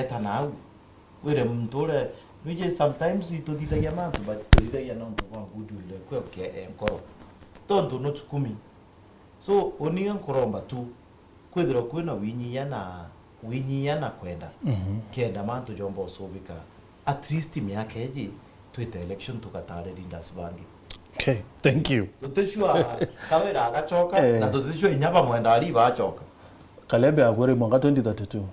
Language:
Meru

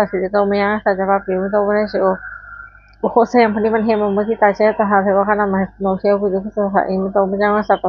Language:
Pali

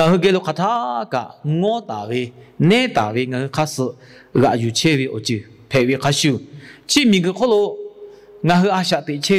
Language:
Lahu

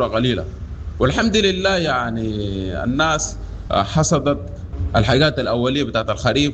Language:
Sudanese Arabic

